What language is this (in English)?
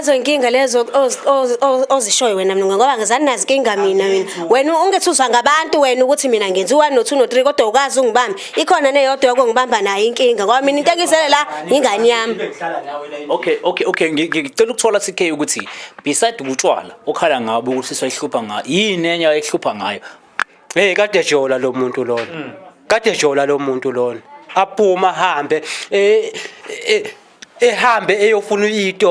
Zulu